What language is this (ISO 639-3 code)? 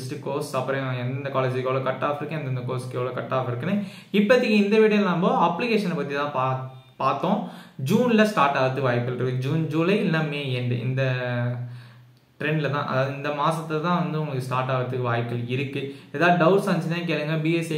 tam